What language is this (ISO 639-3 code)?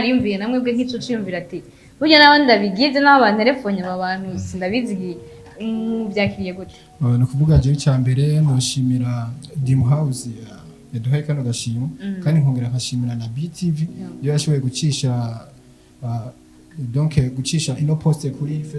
run